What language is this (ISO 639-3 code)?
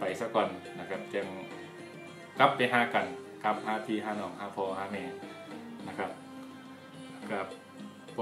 tha